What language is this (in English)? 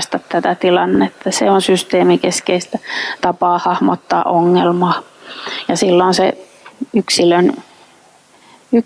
Finnish